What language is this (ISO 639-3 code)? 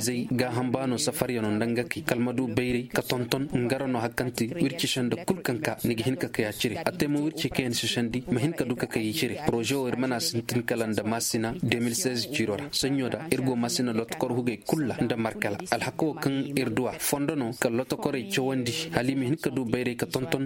ses